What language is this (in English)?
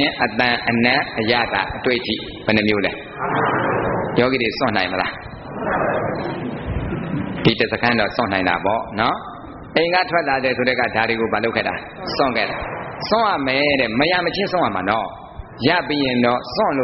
Burmese